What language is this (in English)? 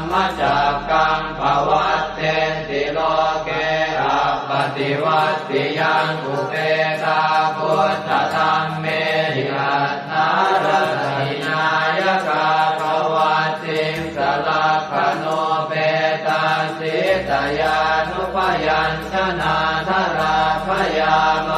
Pali